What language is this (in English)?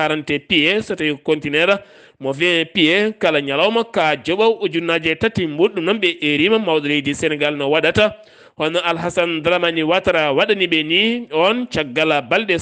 Fula